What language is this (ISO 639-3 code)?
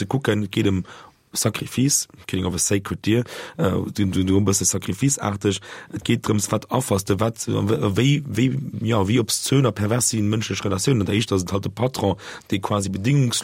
ltz